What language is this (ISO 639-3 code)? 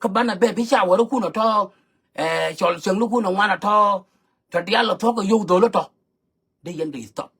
nus